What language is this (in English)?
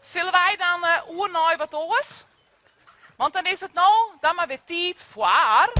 Western Frisian